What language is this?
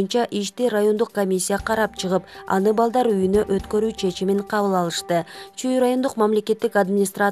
Kyrgyz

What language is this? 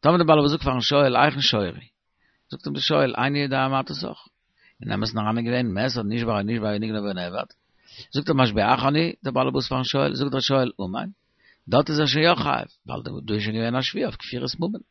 Yiddish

